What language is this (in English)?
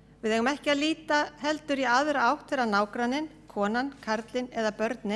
Icelandic